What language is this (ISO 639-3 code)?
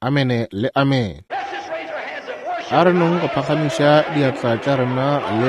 nso